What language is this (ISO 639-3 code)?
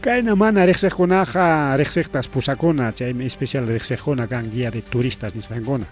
quy